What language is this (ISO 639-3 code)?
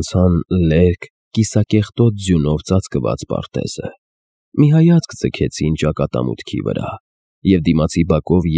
hye